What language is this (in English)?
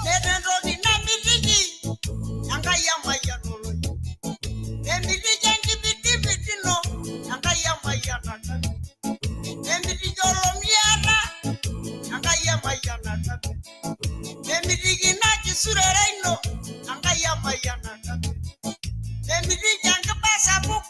Masai